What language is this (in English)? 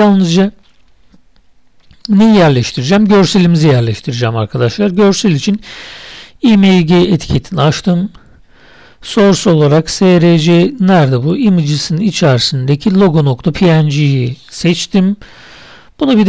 Turkish